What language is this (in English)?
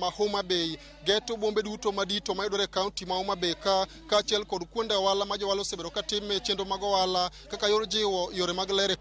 Luo (Kenya and Tanzania)